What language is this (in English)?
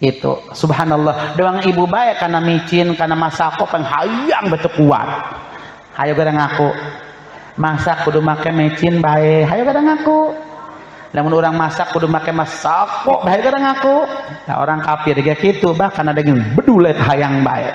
Sundanese